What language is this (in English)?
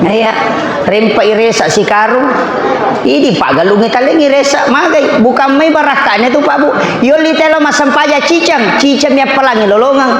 Buginese